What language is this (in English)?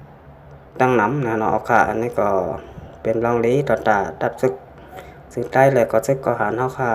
Shan